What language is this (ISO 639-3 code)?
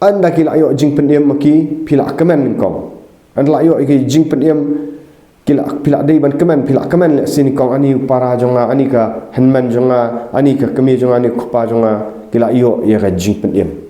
kha